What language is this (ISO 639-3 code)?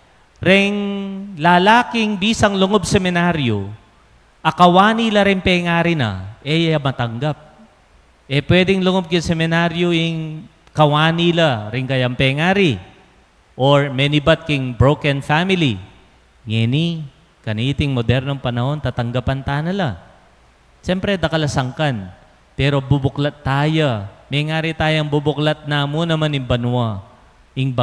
pam